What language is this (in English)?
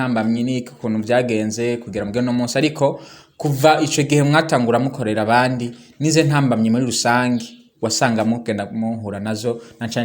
Rundi